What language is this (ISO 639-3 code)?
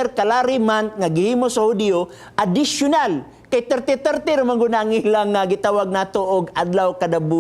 ceb